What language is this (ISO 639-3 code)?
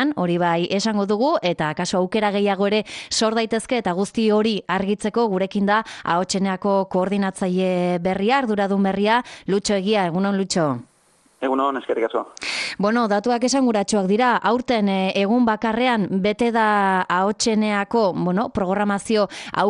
eus